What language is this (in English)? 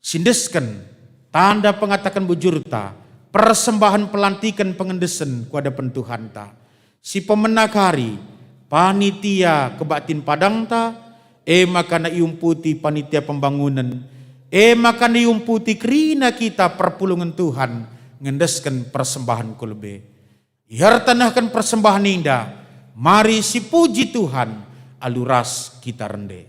Batak Karo